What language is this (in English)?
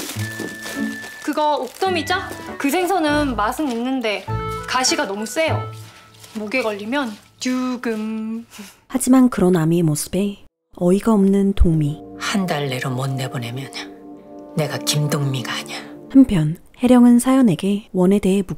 Korean